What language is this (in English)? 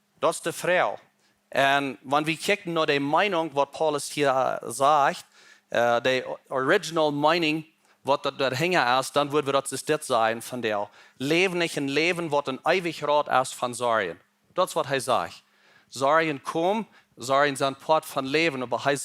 Plautdietsch